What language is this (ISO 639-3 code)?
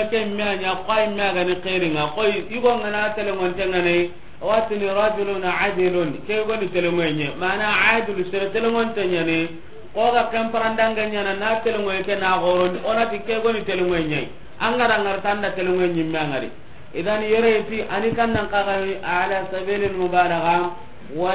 snk